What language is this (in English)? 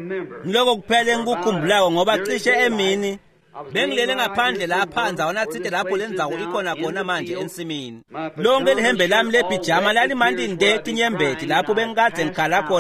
Swati